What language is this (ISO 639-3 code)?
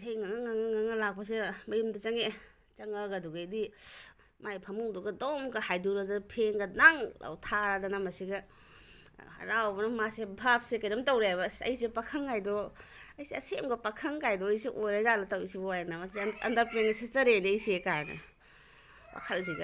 mni